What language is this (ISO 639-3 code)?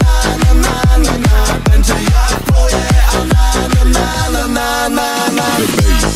pol